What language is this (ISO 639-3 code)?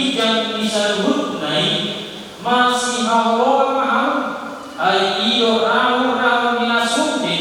bbc